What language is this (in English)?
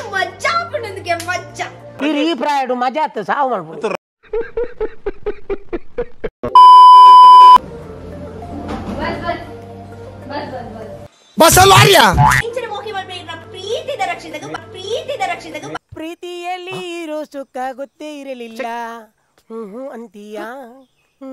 Tulu